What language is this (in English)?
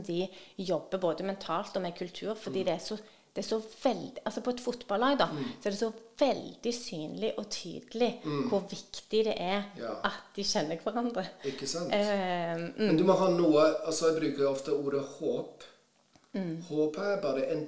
Norwegian